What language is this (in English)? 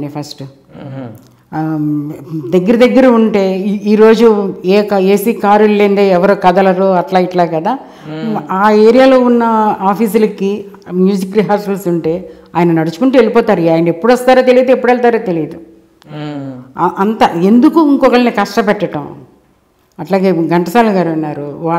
Telugu